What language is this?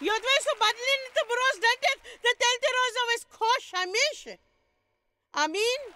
Kashmiri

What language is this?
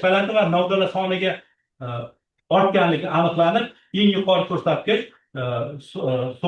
Uzbek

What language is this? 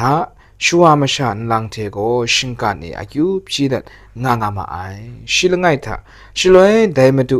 Kachin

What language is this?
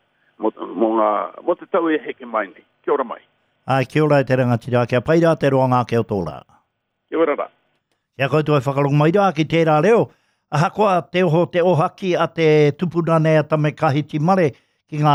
Māori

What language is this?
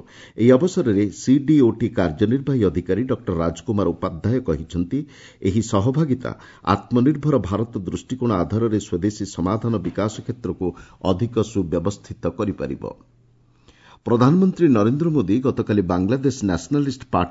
Odia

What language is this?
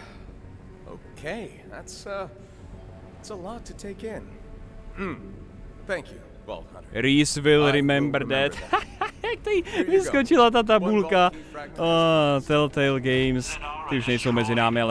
Czech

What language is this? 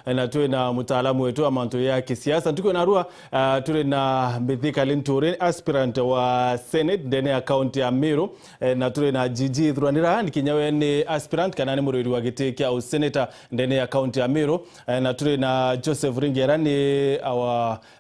Meru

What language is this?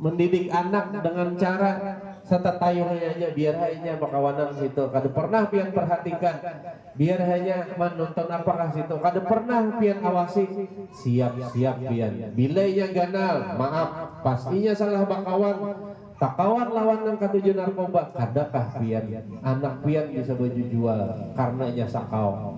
Banjar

